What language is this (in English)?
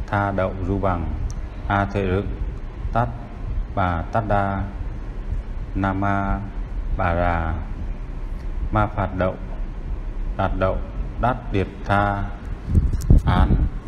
Vietnamese